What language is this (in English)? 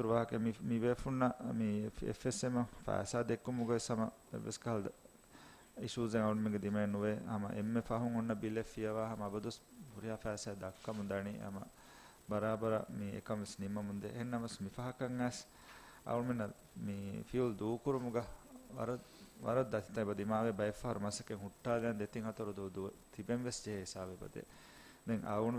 Divehi